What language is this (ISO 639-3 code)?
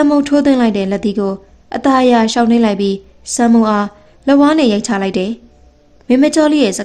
mya